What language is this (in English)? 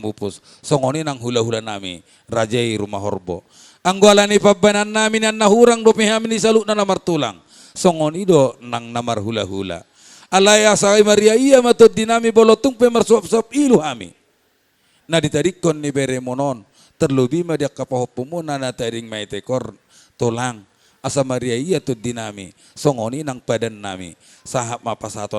Batak Toba